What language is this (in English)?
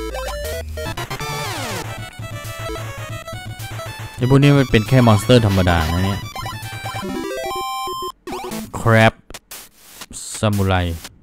Thai